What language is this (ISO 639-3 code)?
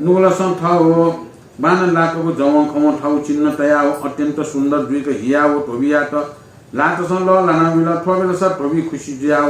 new